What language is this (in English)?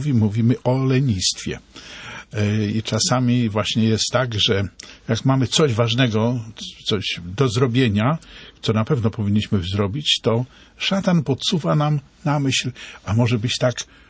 Polish